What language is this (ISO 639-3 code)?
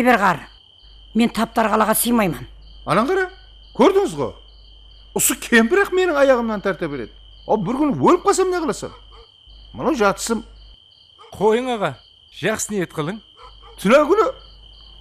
kaa